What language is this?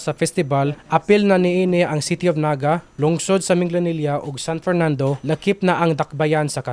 Cebuano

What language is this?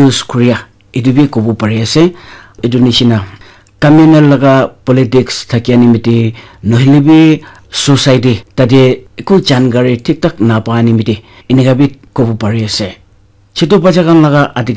Naga Pidgin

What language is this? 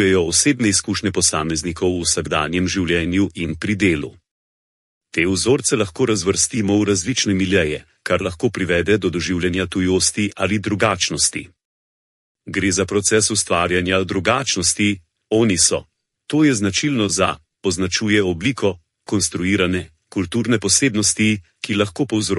Slovenian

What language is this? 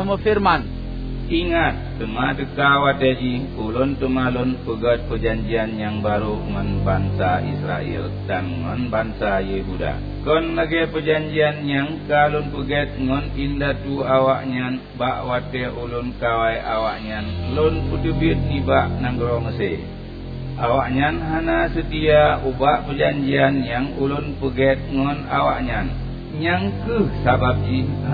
Achinese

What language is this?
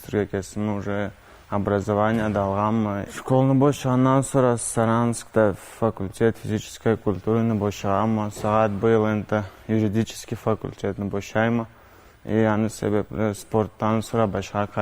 Karachay-Balkar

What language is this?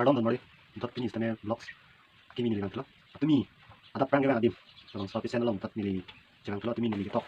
Karbi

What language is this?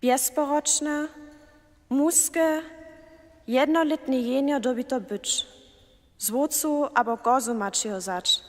Upper Sorbian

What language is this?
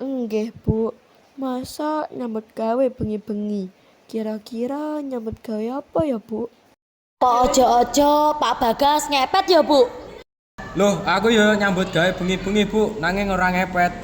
Javanese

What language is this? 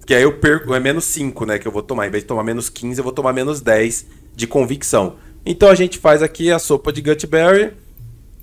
Portuguese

